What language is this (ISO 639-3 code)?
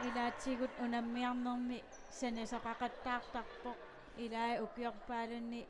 kal